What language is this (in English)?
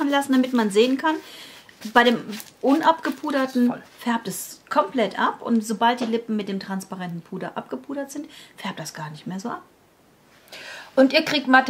German